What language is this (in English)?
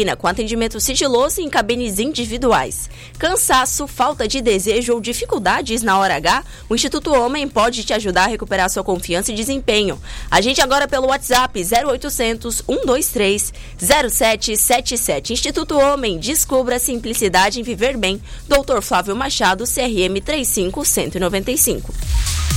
Portuguese